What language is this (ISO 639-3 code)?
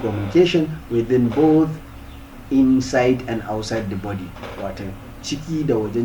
hau